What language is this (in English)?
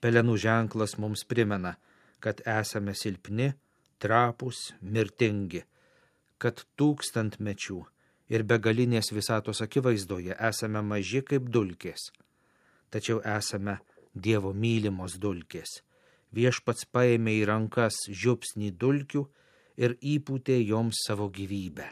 Lithuanian